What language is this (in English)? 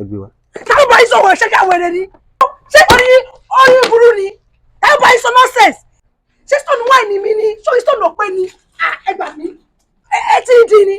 Yoruba